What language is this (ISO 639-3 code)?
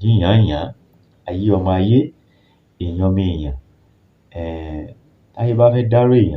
yor